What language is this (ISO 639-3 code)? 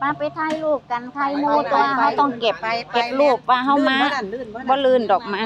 tts